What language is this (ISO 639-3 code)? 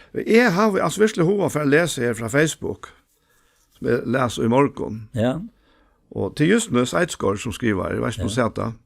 fao